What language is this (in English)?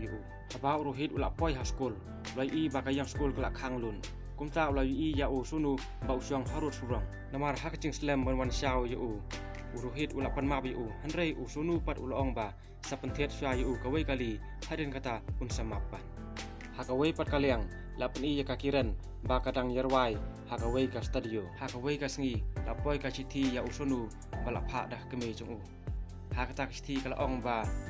Khasi